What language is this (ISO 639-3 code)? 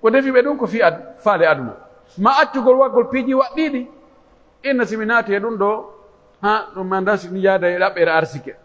fuf